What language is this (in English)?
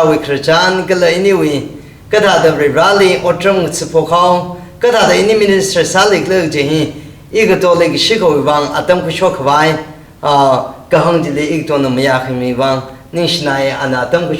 Tangkhul Naga (India)